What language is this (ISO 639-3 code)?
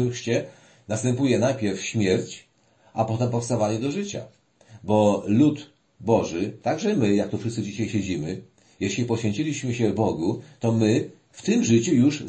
pol